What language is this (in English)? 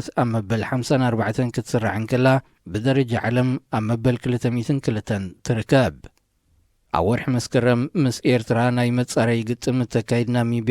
Tigrinya